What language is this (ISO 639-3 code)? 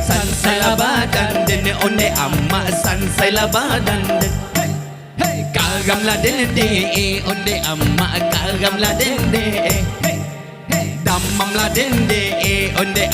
min